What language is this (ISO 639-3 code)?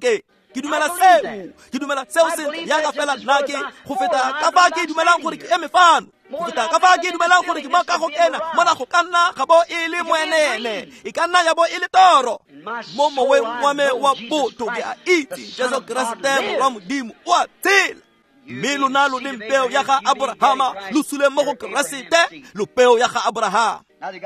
tsn